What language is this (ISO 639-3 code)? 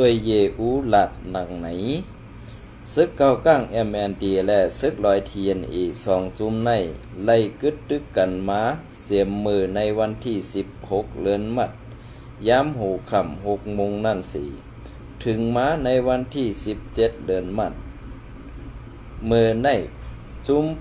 shn